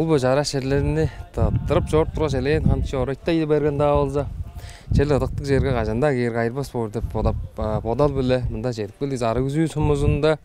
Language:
Tuvinian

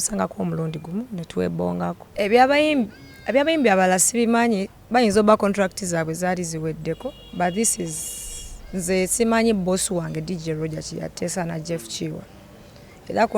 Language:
Ganda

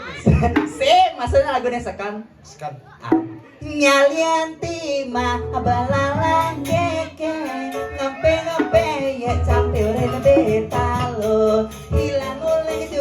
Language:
Balinese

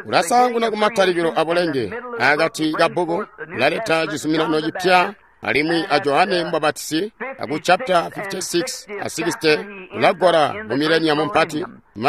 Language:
Tonga (Zambia)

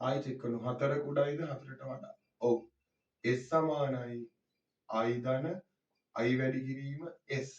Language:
Sinhala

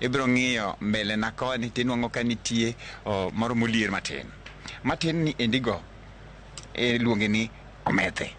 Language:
Luo (Kenya and Tanzania)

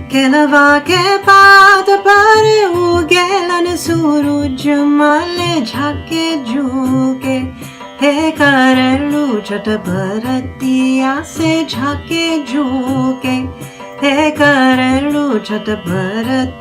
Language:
Magahi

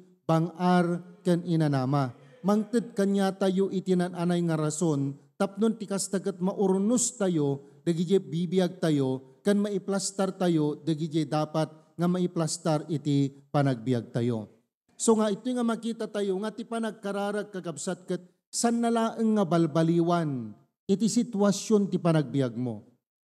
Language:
Iloko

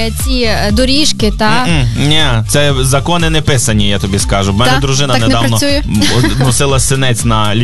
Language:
Ukrainian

